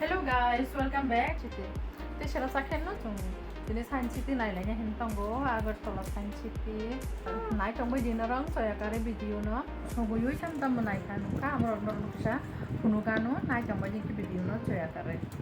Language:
Kok Borok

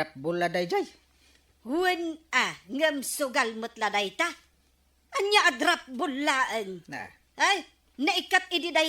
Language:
Iloko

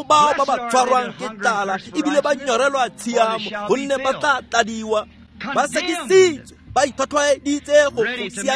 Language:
Tswana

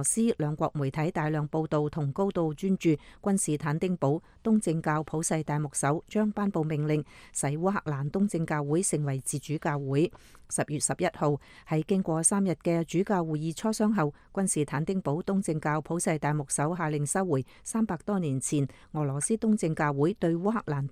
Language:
Cantonese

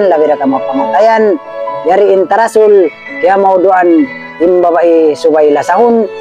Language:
Tausug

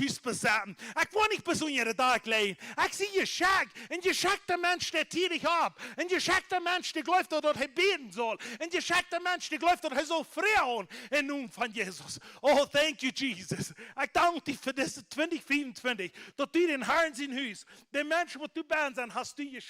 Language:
Plautdietsch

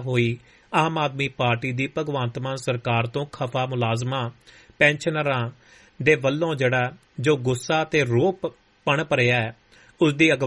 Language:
Punjabi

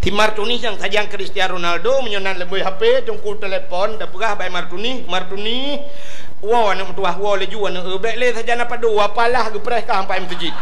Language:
Achinese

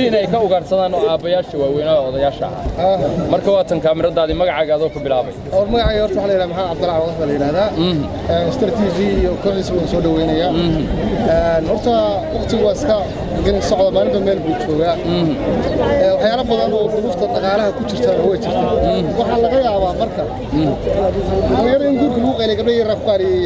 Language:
Somali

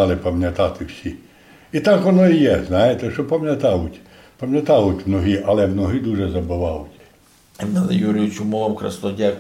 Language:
Rusyn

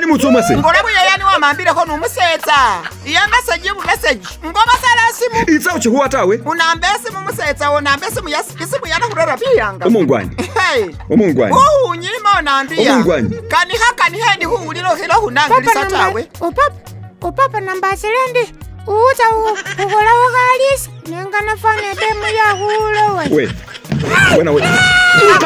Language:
Masaaba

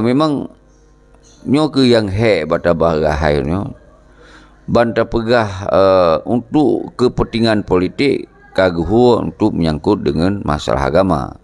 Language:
Achinese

